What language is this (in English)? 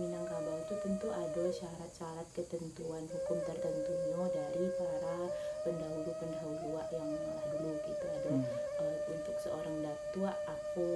Minangkabau